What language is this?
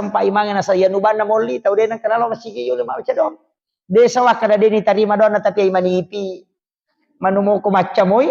Buginese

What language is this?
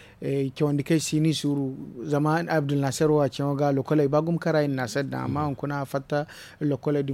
Zarma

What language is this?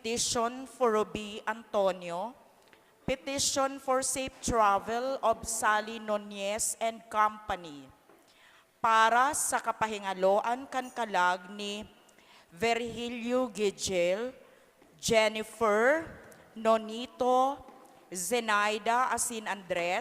Bikol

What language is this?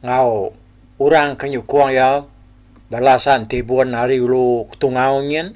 Iban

